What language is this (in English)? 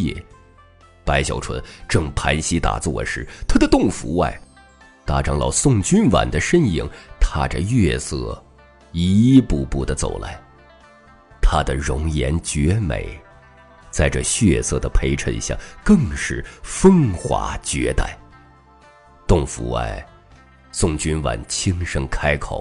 Chinese